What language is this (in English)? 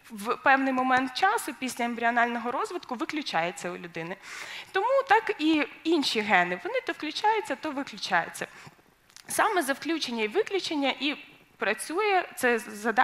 Ukrainian